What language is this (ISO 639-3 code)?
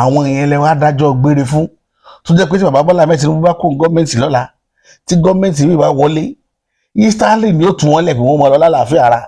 yor